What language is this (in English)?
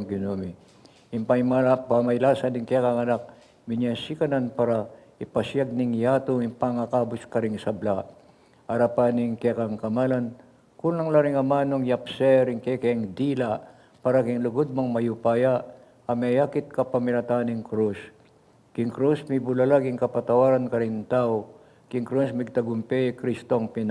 Pampanga